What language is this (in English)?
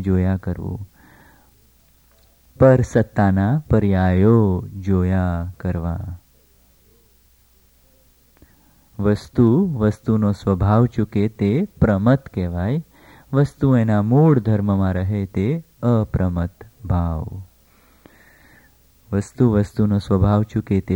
Gujarati